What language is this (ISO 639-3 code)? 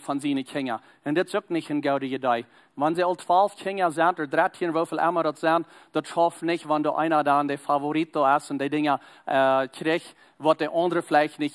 pdt